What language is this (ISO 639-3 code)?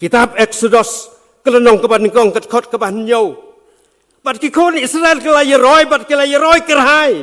kha